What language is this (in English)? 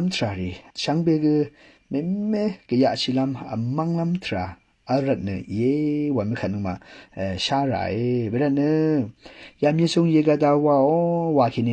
Rawang